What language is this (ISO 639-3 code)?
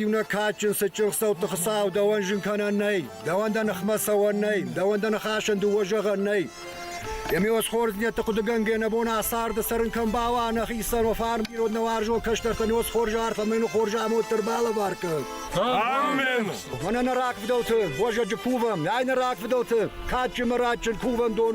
oss